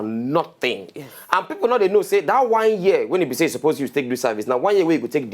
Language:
Nigerian Pidgin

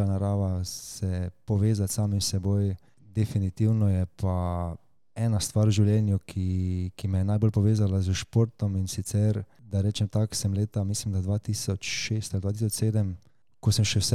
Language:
Slovenian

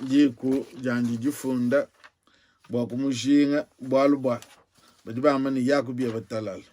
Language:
Luba-Lulua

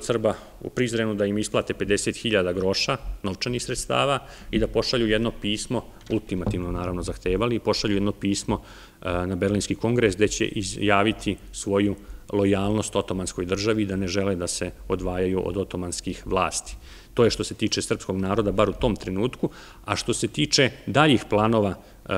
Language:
Serbian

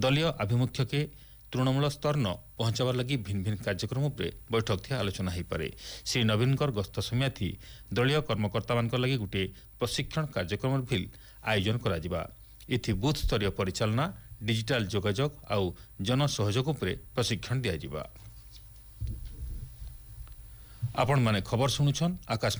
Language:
Odia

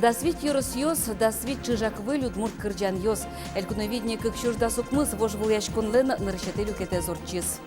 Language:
Udmurt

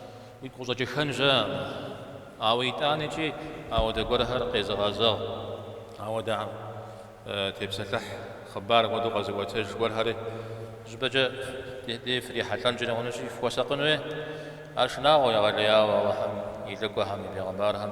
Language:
Kabardian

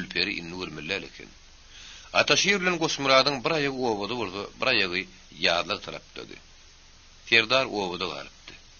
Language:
Turkmen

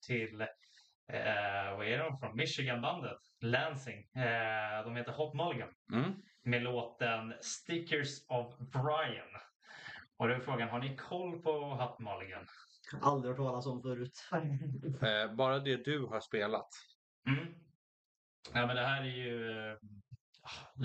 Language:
Swedish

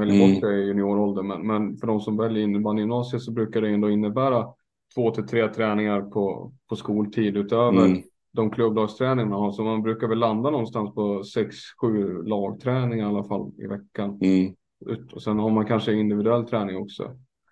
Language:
Swedish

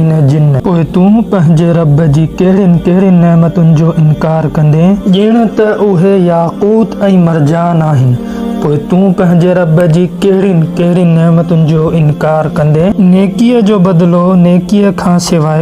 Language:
Sindhi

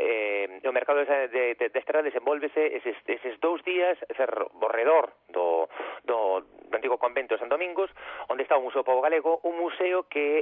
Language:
Galician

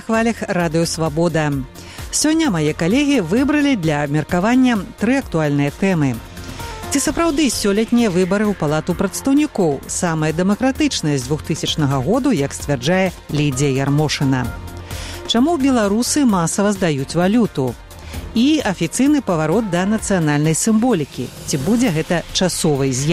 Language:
Belarusian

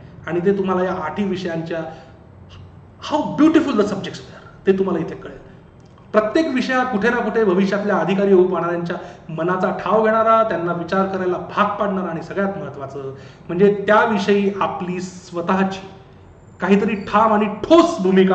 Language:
Marathi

